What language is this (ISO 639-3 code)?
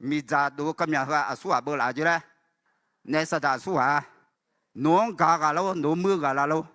ahk